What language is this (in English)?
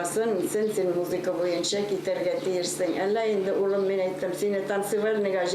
Bashkir